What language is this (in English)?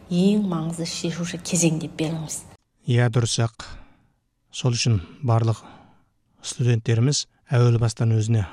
Kazakh